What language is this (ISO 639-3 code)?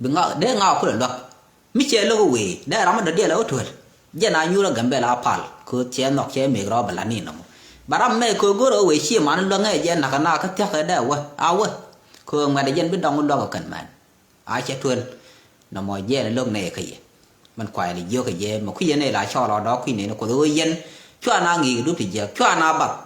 nus